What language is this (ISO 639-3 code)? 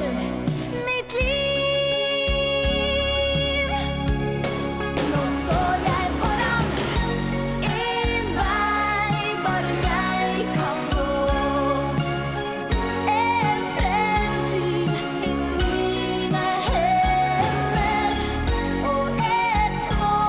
nor